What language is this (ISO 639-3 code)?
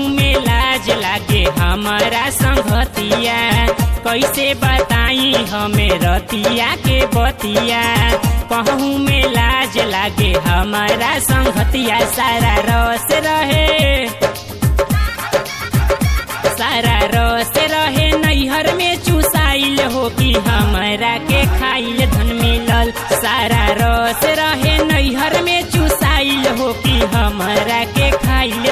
bho